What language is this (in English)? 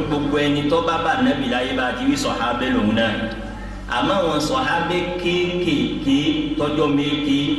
Yoruba